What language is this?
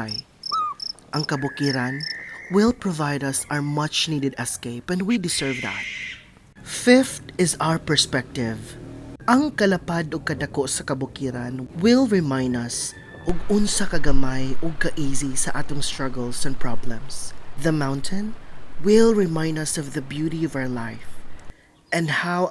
Cebuano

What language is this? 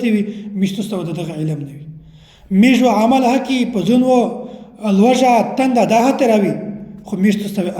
Pashto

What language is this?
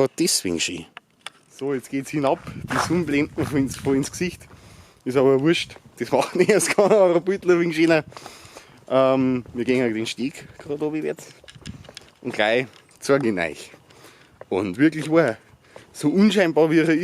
Bavarian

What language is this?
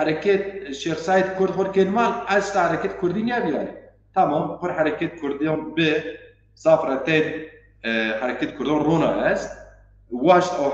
Zaza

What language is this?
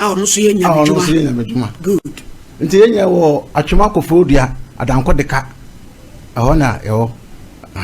Akan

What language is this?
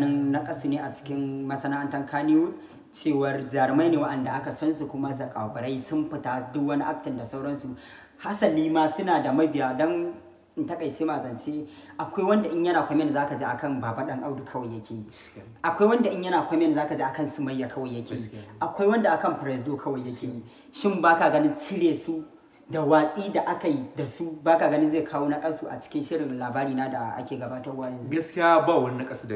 Hausa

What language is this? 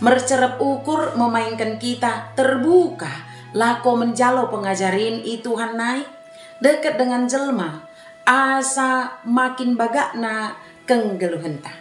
Batak Dairi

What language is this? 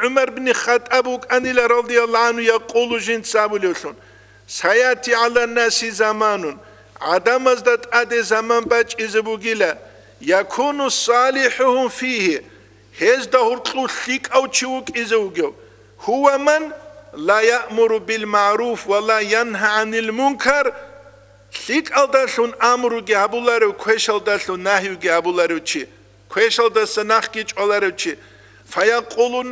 Avaric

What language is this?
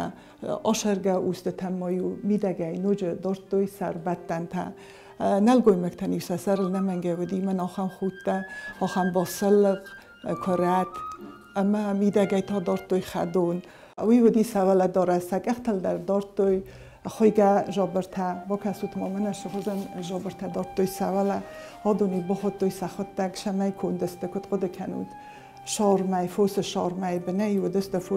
Ossetic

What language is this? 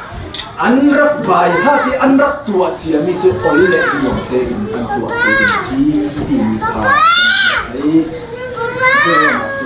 Hakha Chin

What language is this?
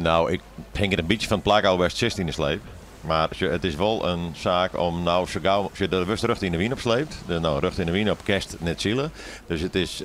Western Frisian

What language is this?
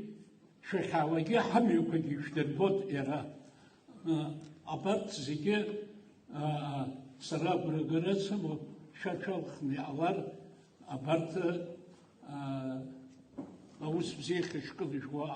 Abkhazian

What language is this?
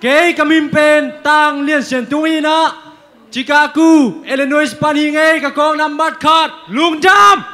Tedim Chin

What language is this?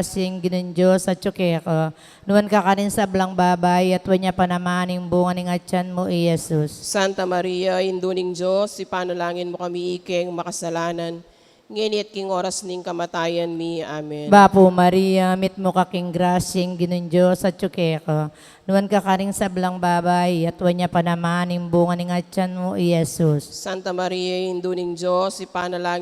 Pampanga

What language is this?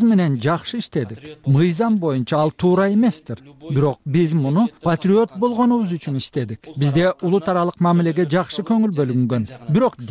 Kyrgyz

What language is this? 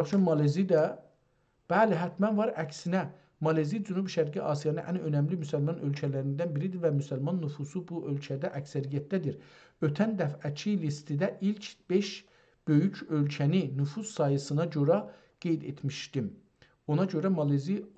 South Azerbaijani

